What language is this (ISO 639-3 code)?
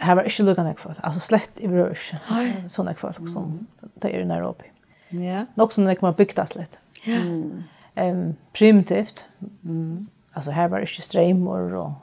fao